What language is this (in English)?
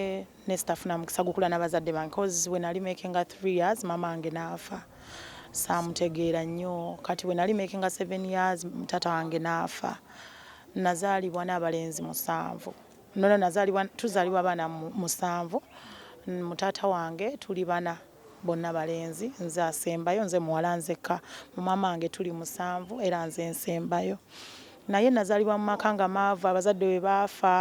Ganda